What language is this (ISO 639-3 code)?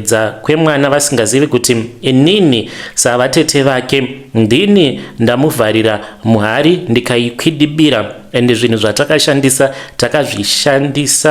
sna